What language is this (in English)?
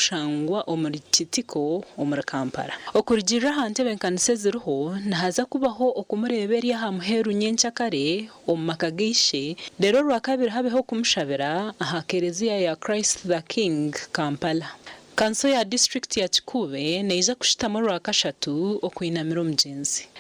Nyankole